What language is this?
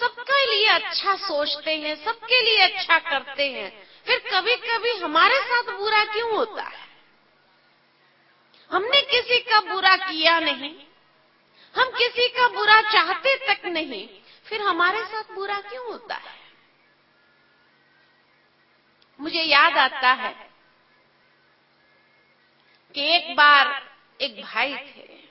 Hindi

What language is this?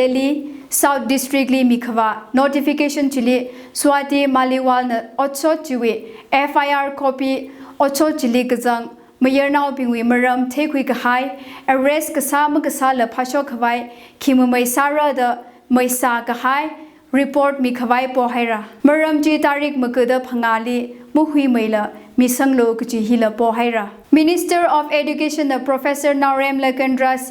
Tangkhul Naga (India)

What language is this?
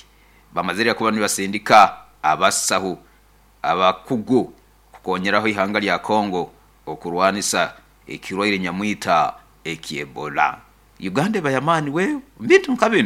Nyoro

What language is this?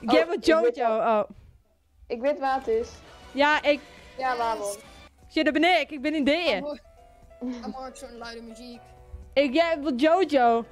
Western Frisian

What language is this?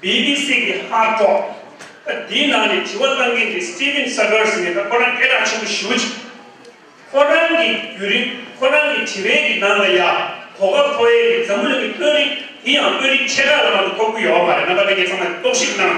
Tibetan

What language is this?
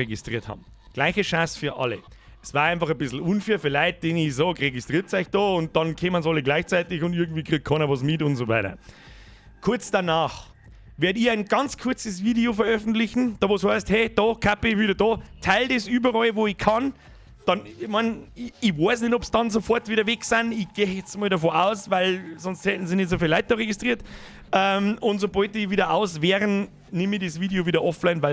Bavarian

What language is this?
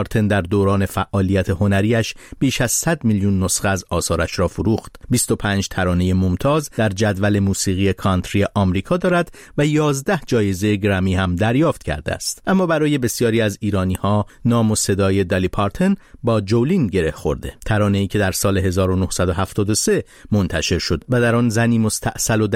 Persian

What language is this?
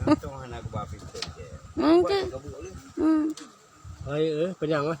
Achinese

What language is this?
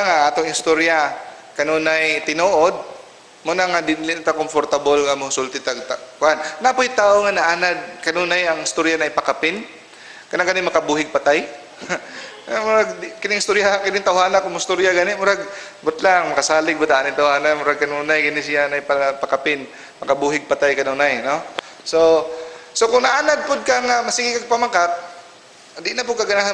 Cebuano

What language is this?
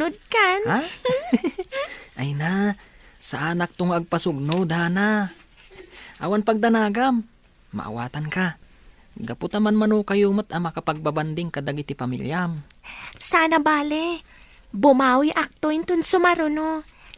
Iloko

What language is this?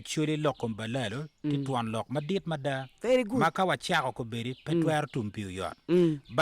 Acoli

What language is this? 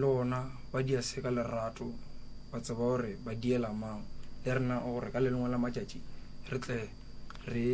Northern Sotho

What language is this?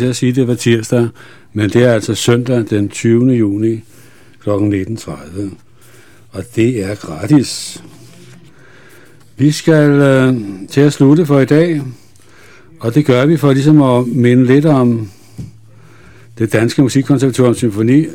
Danish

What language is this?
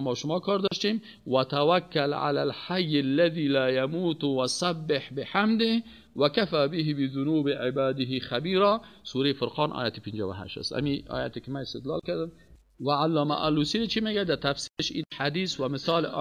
Persian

